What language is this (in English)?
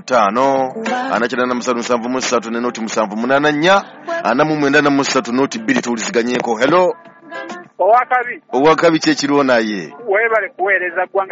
Ganda